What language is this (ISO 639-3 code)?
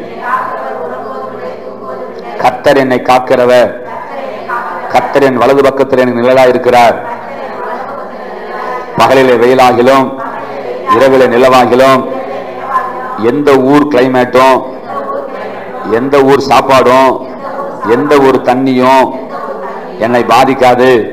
tam